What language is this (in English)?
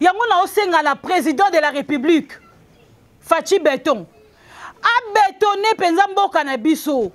Lingala